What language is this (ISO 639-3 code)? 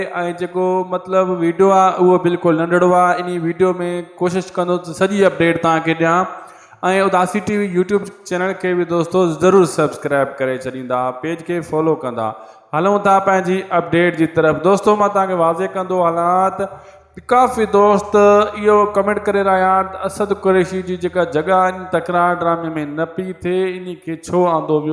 snd